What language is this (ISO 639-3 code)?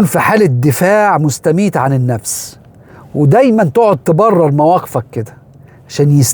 arz